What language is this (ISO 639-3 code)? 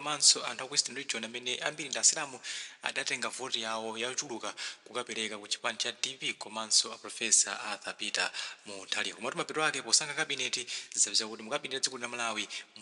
nya